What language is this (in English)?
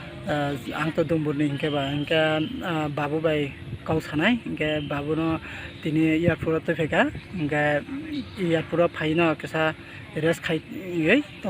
Kok Borok